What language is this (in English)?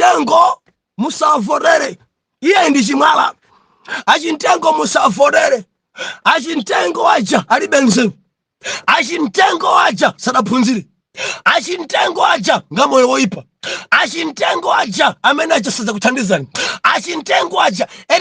Nyanja